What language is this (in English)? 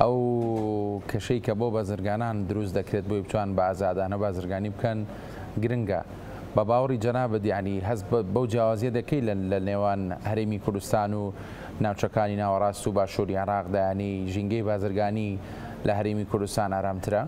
Central Kurdish